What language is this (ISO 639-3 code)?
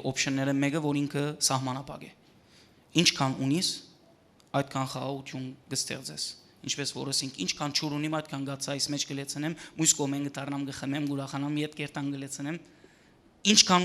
hyw